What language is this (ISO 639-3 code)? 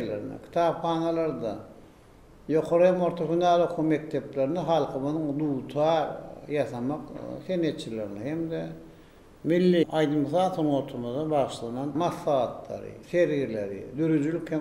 tuk